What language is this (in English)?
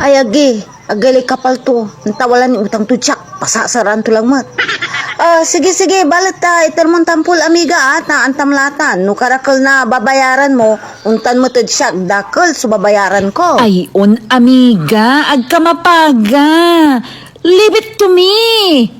Pangasinan